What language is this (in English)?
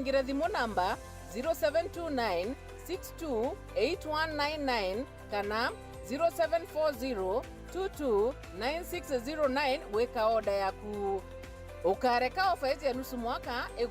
Meru